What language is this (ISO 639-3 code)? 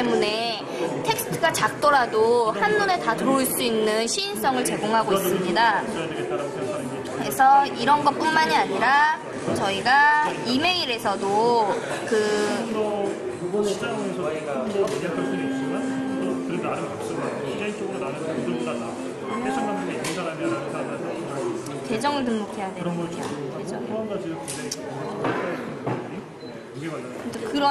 kor